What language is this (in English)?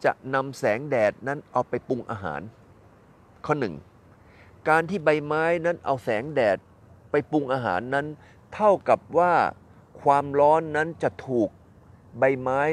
Thai